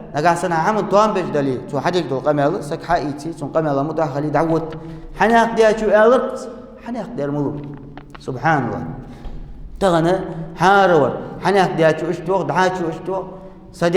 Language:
Ingush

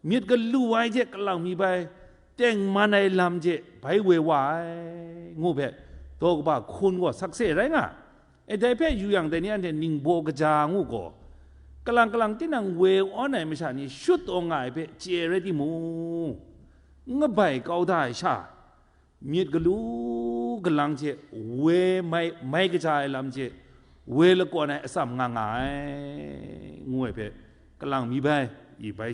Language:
Kachin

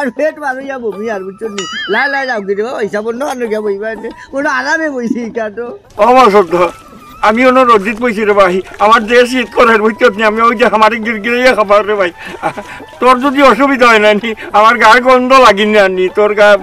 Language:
Sylheti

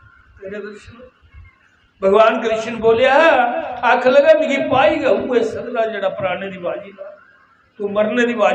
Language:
Dogri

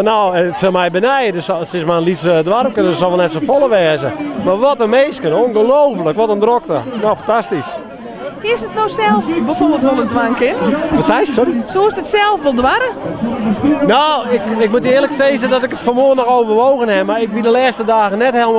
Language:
Western Frisian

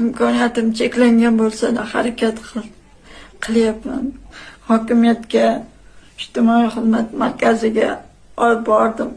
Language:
Uzbek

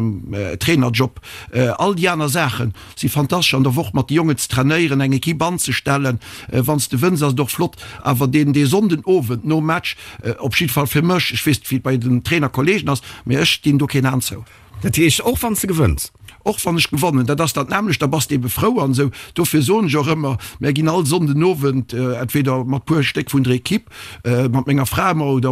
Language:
Luxembourgish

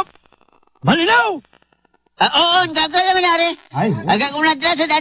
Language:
Pangasinan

